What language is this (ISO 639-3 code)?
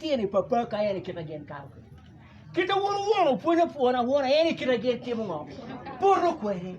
ach